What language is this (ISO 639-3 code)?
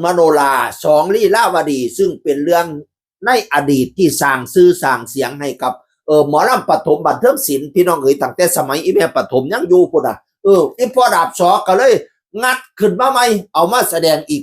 tts